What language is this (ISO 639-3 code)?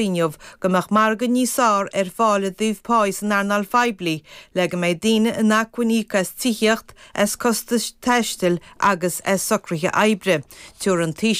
gle